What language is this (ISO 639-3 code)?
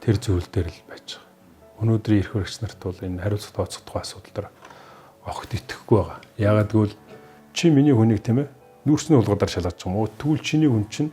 mon